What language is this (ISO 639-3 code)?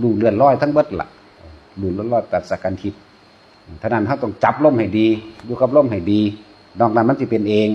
tts